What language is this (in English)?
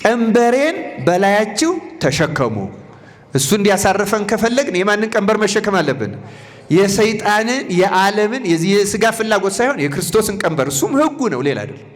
Amharic